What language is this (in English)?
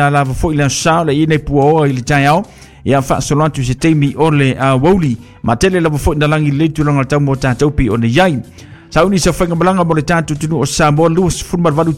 Samoan